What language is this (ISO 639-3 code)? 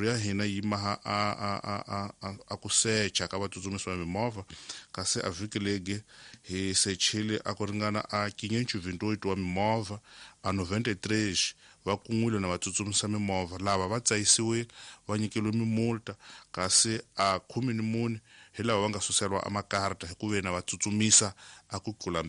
tso